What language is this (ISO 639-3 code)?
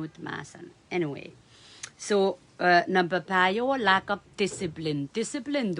pon